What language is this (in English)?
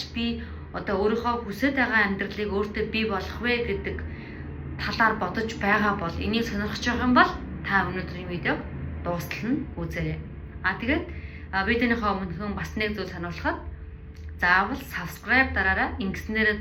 Mongolian